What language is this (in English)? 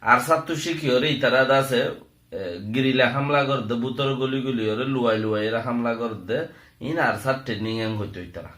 Rohingya